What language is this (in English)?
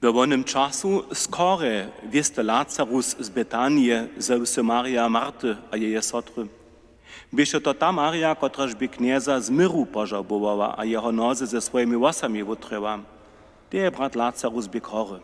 Upper Sorbian